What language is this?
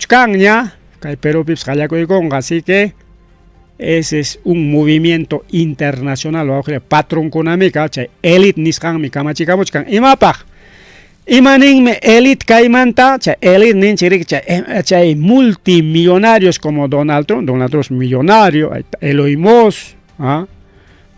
Ayacucho Quechua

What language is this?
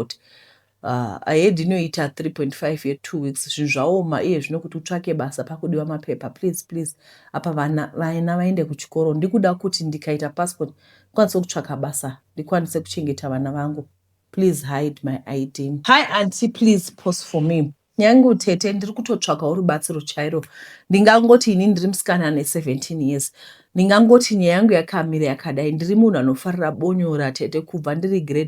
Shona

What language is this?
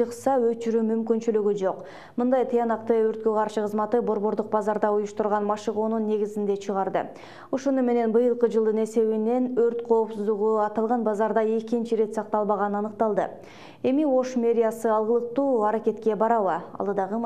Kyrgyz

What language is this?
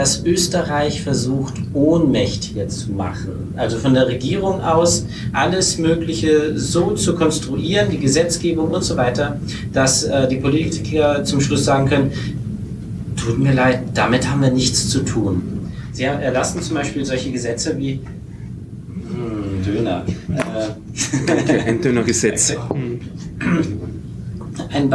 German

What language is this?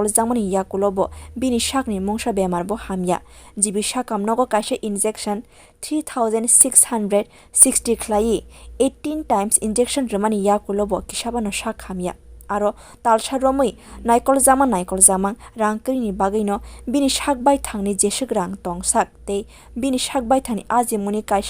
Kok Borok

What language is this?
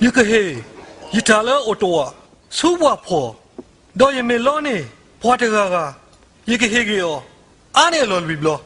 S'gaw Karen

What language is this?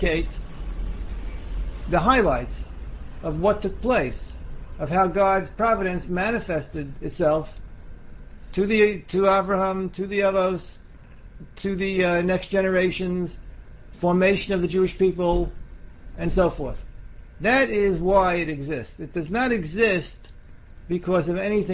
English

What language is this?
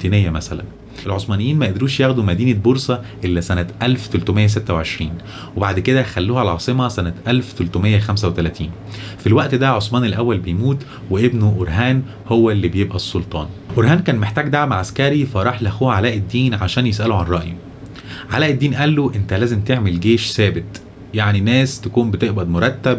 Egyptian Arabic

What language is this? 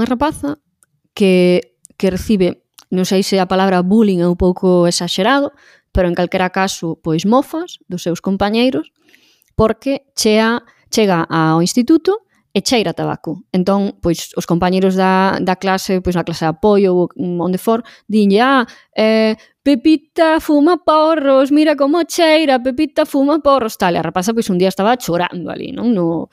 Galician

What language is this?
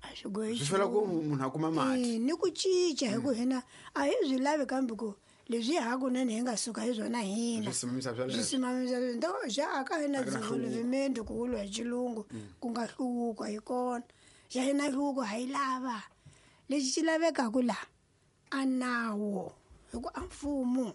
Tsonga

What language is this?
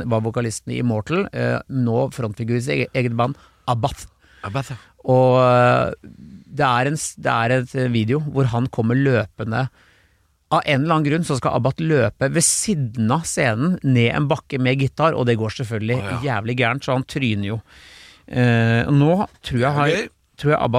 Norwegian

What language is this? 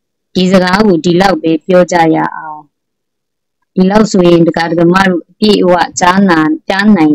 Burmese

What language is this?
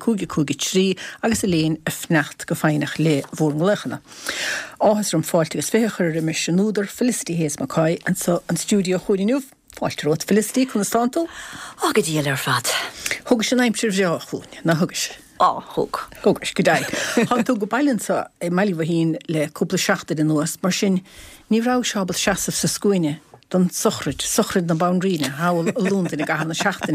Irish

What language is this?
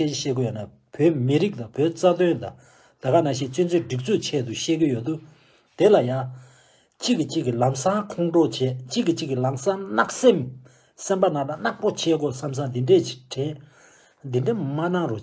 Tibetan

